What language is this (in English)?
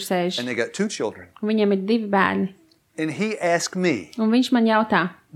Latvian